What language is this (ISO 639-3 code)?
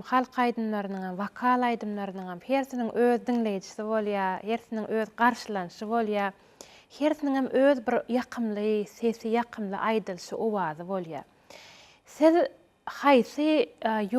tuk